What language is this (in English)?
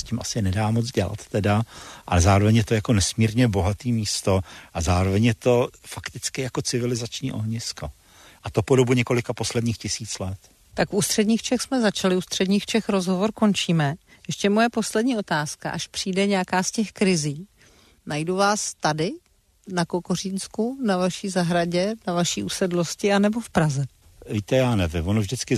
Czech